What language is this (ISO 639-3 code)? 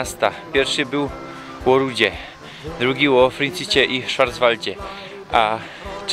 szl